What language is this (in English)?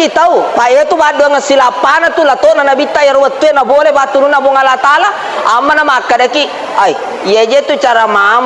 Buginese